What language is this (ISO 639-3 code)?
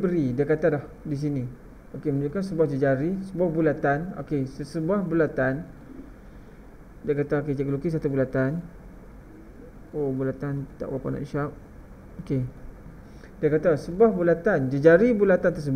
msa